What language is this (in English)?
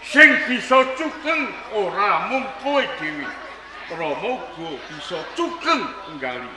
Javanese